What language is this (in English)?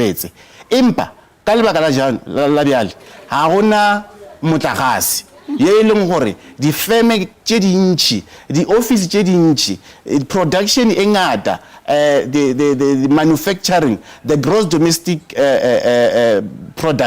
Northern Sotho